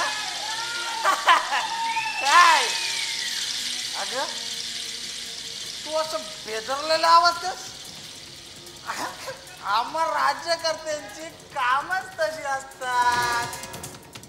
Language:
Marathi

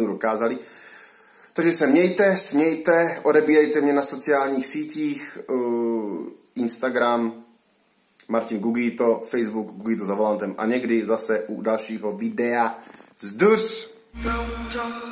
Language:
Czech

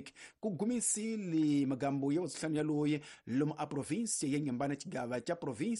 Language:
Tsonga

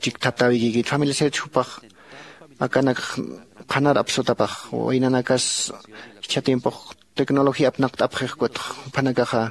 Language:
Aymara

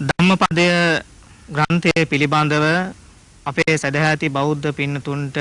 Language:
Sinhala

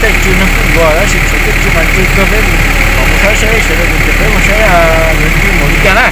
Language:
Hmong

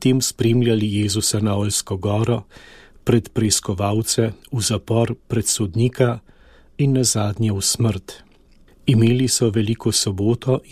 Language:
Slovenian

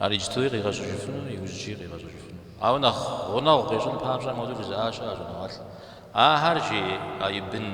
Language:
Kabardian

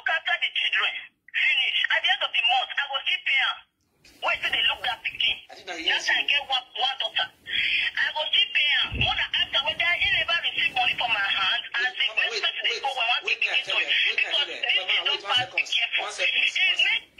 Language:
Nigerian Pidgin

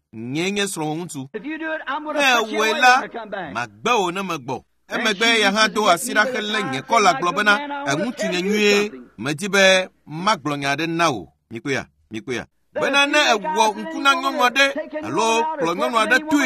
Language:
Ewe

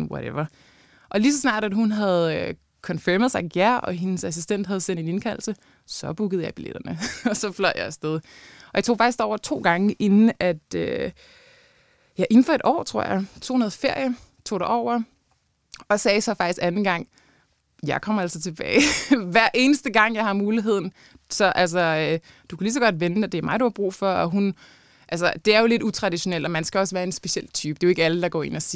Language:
Danish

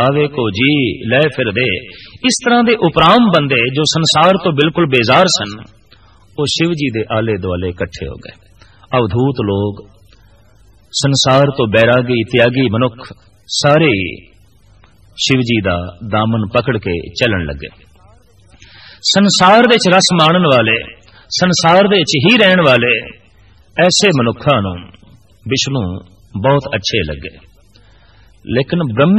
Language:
Punjabi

